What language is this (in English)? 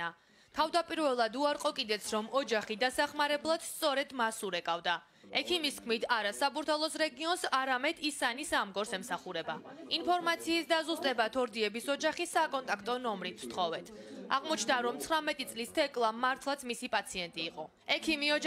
Georgian